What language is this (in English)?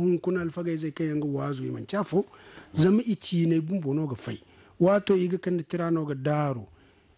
Zarma